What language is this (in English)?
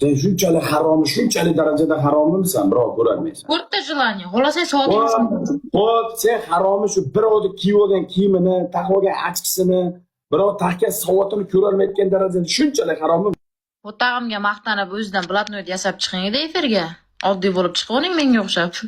Uzbek